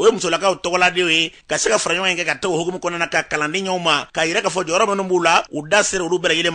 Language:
Bambara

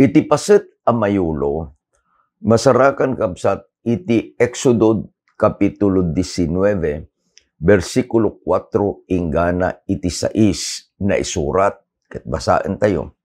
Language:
Iloko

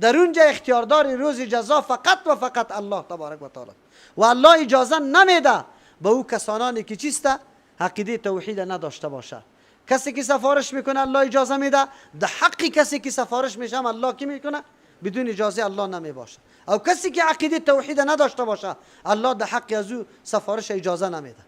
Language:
Persian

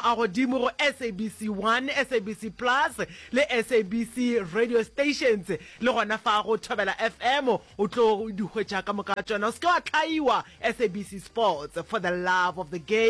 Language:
Northern Sotho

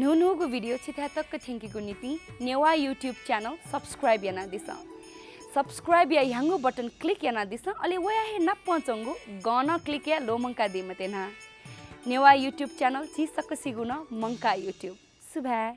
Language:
Newari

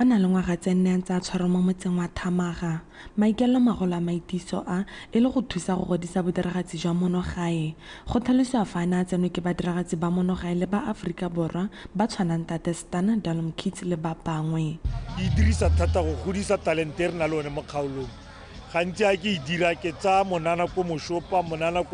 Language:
Tswana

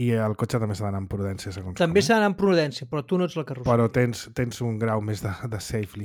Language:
Catalan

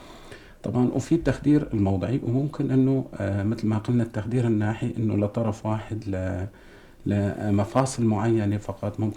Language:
North Levantine Arabic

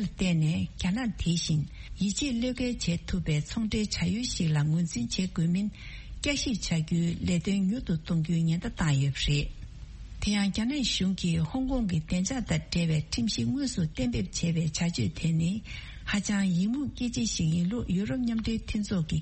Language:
Tibetan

